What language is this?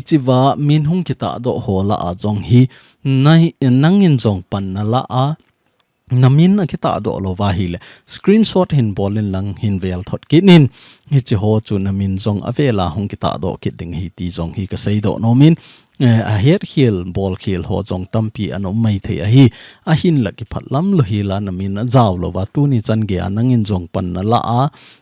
Thado Chin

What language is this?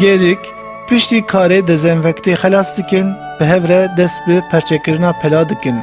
Kurdish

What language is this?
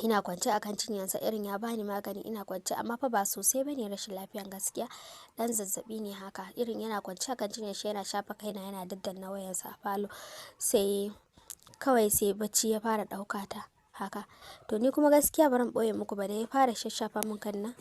Hausa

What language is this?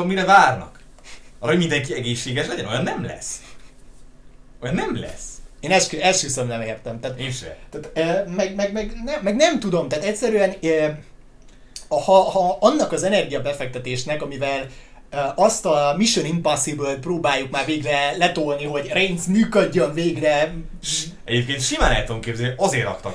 Hungarian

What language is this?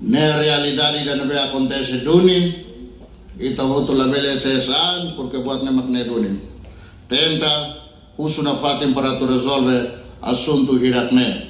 Tetum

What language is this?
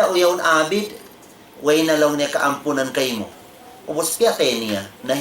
Tausug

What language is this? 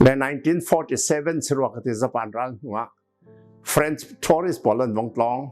Hakha Chin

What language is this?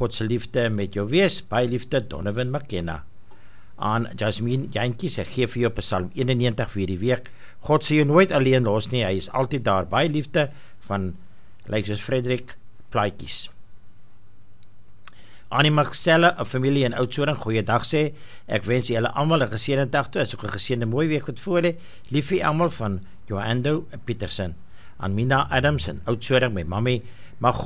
Afrikaans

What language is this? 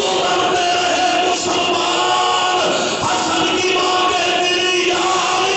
Urdu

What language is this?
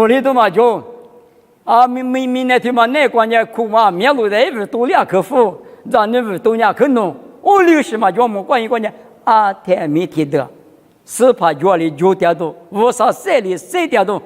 Lisu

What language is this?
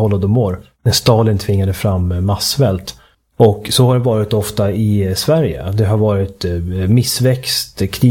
Swedish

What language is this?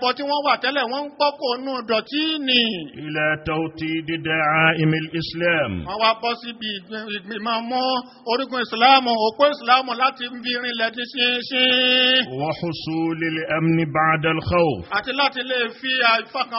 Yoruba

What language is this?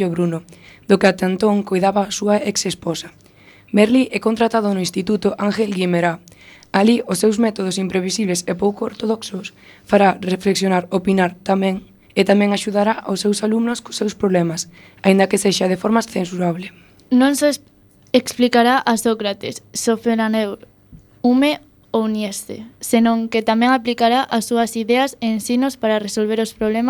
Galician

